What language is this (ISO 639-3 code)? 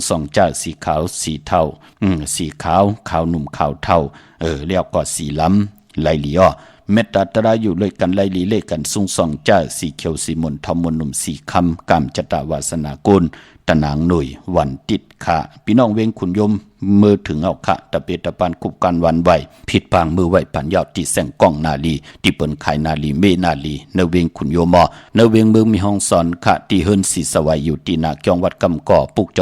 shn